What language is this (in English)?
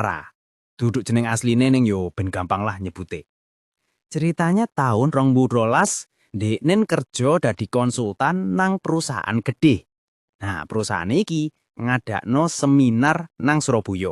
Javanese